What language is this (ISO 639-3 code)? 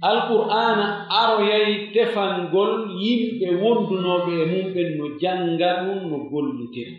fuf